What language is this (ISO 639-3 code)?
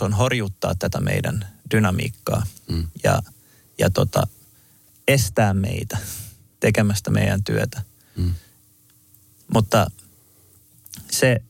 fin